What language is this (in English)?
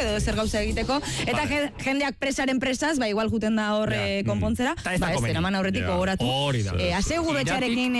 Basque